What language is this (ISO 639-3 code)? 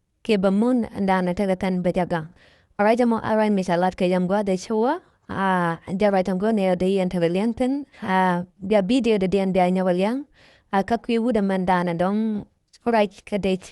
nus